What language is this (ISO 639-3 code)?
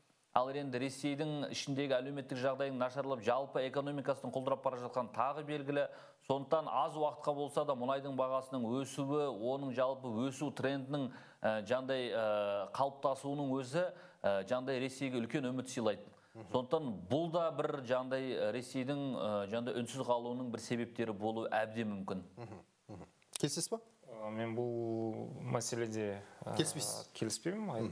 kaz